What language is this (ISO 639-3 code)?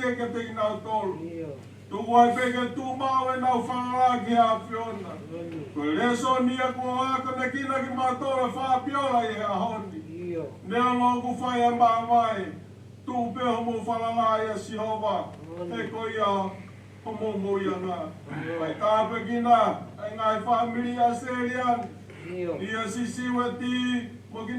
ton